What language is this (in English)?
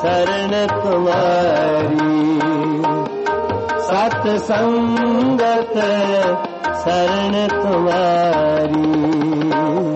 Hindi